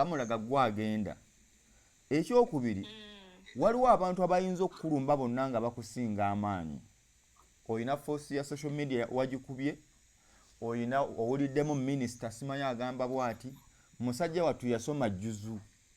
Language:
Ganda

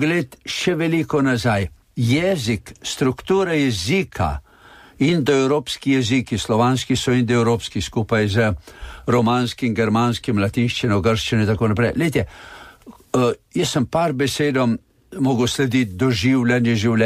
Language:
Slovenian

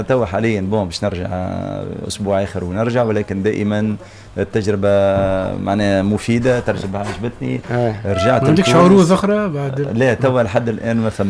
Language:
Tunisian Arabic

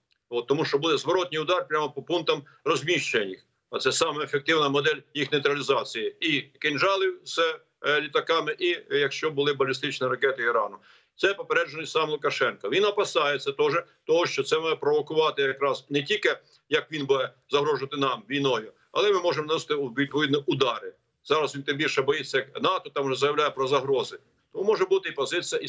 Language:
Ukrainian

